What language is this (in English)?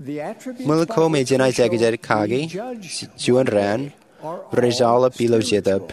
Marshallese